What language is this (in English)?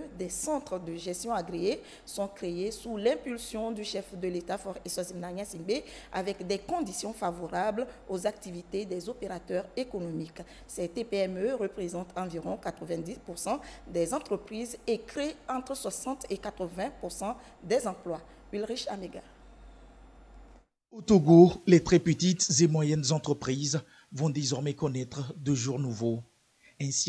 French